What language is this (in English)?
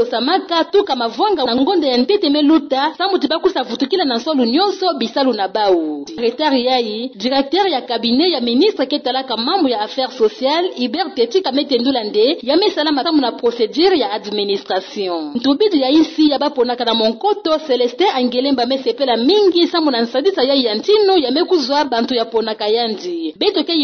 Kituba (Democratic Republic of Congo)